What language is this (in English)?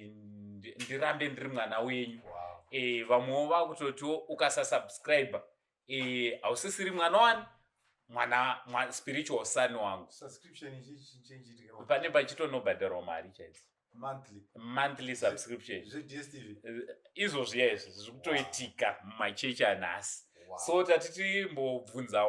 Shona